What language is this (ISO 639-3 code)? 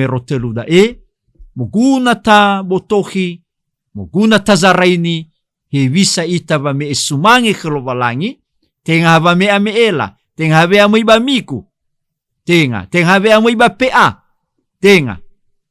nia